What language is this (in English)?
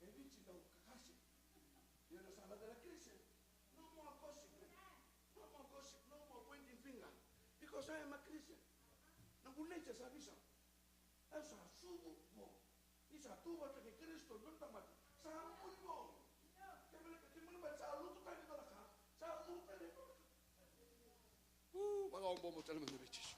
Fijian